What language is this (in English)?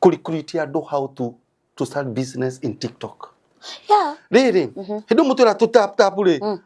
Kikuyu